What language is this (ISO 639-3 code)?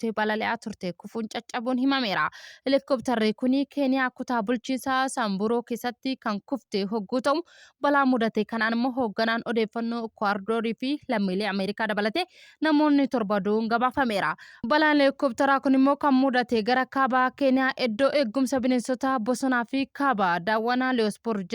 orm